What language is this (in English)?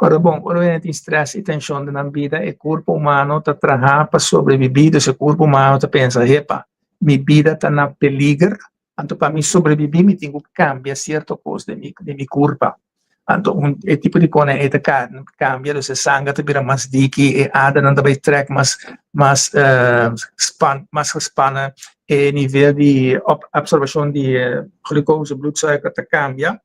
Papiamento